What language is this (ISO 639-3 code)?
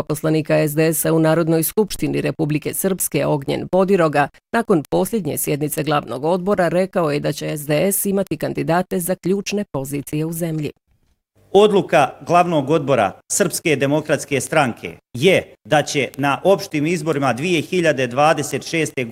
bos